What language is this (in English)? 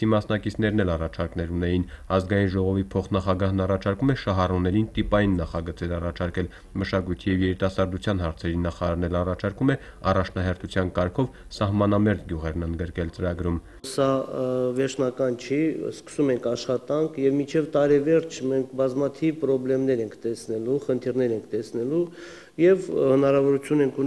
Armenian